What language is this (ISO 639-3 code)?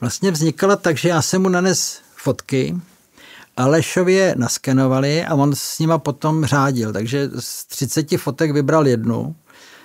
ces